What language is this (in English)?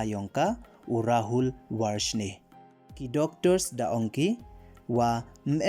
Pnar